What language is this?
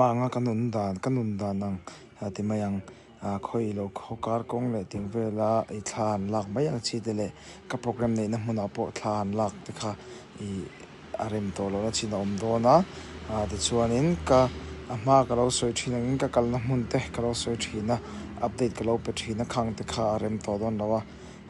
Mizo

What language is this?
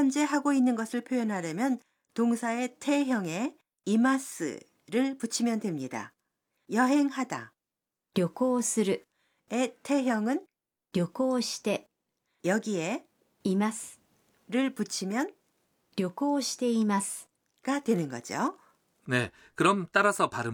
Korean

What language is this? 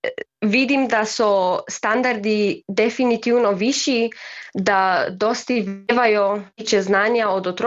Slovenian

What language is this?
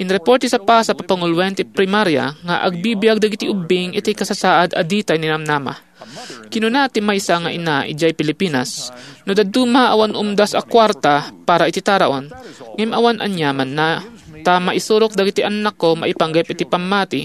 Iloko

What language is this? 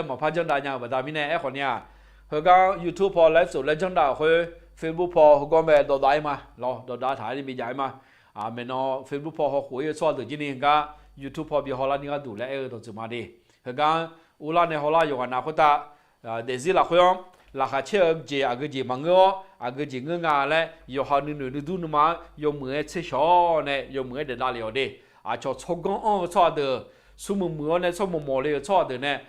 Akha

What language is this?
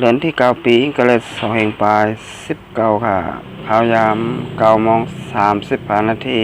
Shan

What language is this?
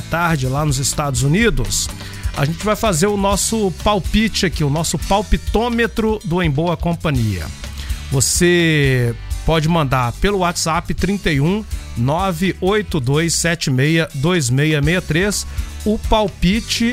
Portuguese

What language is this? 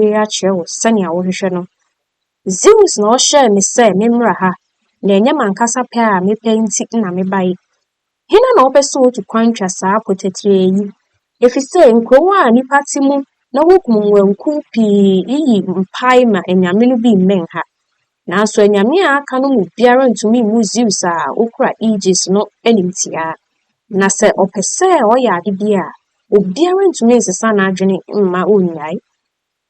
Akan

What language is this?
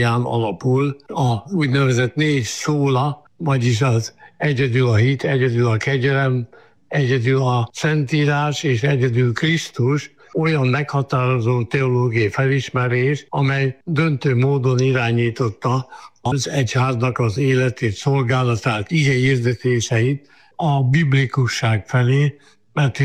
Hungarian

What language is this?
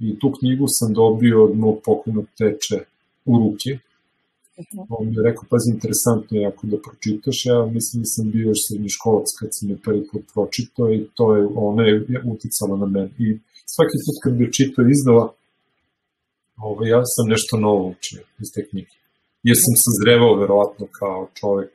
Serbian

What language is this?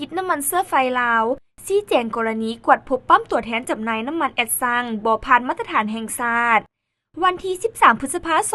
Lao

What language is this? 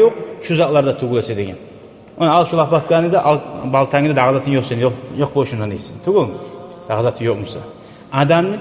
Kumyk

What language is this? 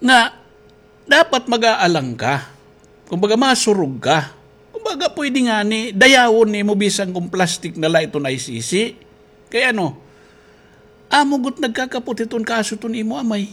Waray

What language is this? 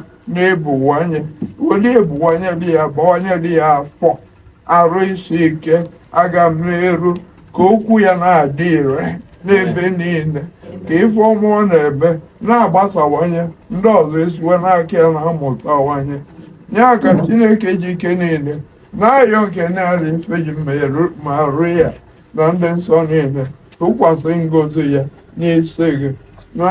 Igbo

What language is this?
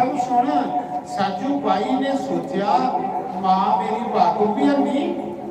Dogri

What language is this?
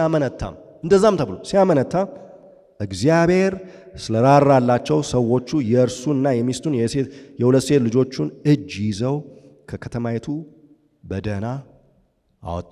Amharic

